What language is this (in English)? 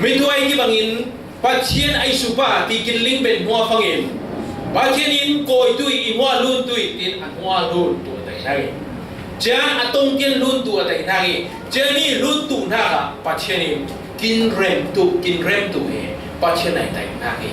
Falam Chin